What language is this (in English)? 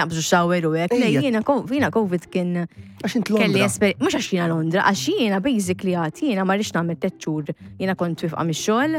Maltese